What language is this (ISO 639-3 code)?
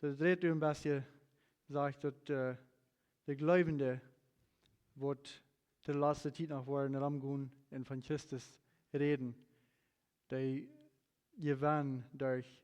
pdt